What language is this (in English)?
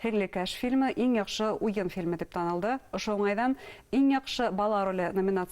Bashkir